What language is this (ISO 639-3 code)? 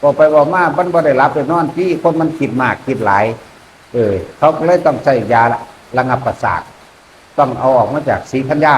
tts